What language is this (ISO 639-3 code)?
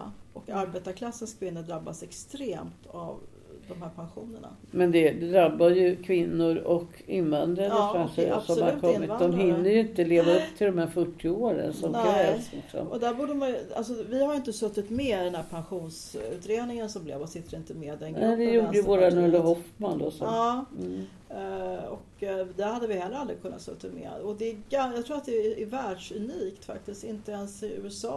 swe